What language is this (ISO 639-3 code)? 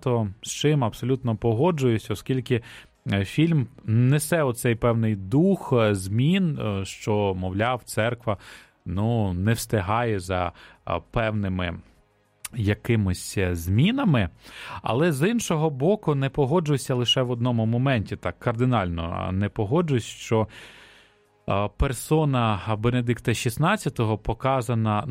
ukr